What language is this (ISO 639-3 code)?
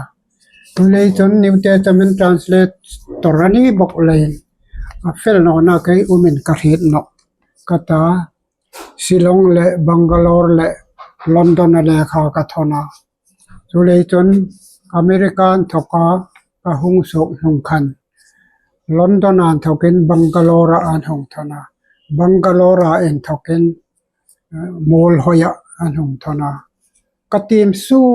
hmr